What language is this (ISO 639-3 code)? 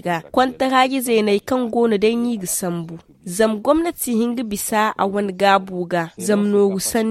dje